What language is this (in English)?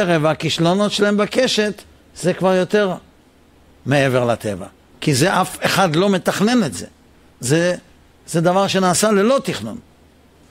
Hebrew